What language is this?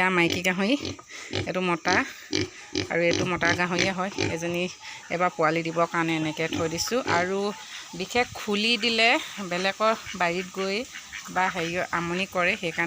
Assamese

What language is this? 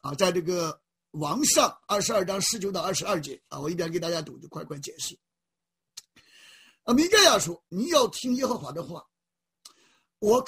Chinese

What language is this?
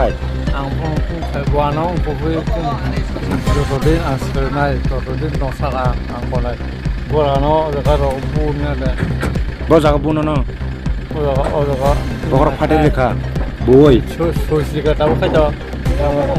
Kok Borok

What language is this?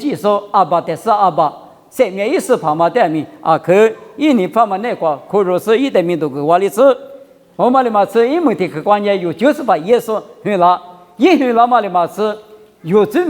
Lisu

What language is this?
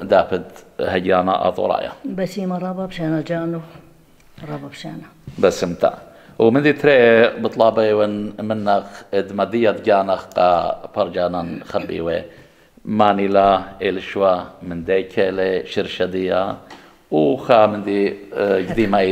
Assyrian Neo-Aramaic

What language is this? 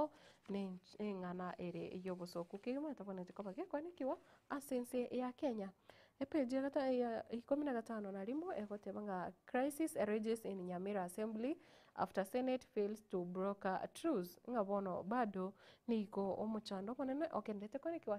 Gusii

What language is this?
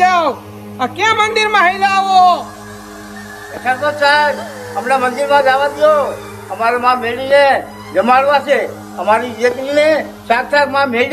Gujarati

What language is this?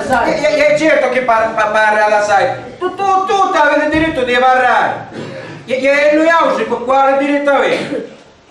Sicilian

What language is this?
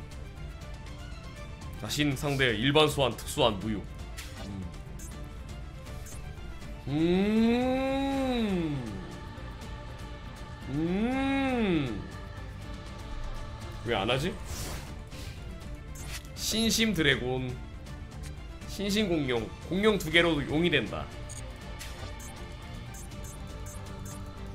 Korean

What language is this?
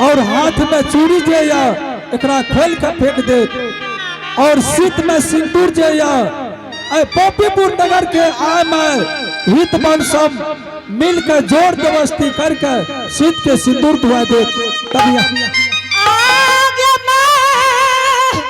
Angika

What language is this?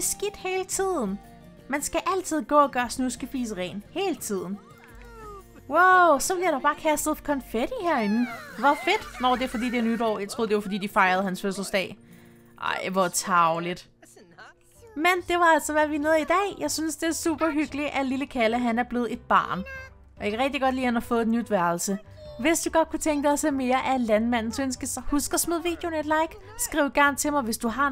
Danish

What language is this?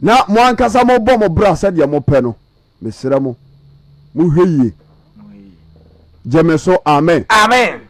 Akan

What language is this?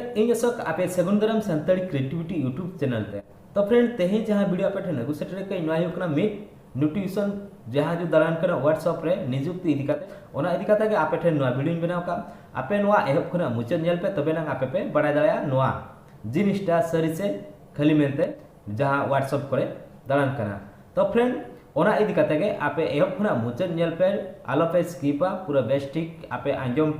Santali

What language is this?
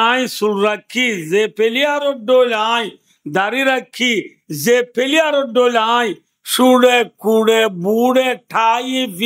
Rohingya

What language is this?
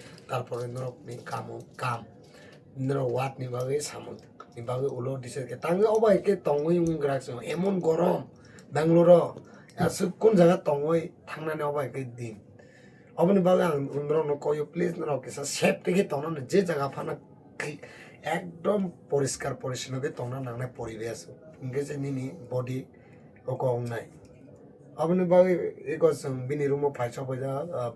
Kok Borok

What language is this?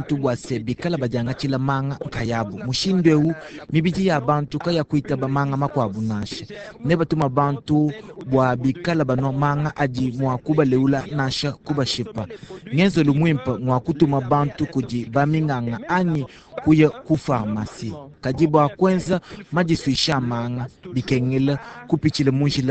Luba-Lulua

